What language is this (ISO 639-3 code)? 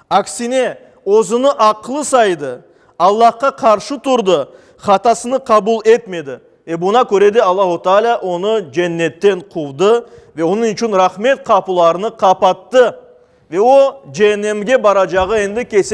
crh